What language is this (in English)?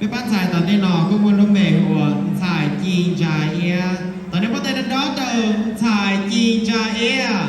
Hmong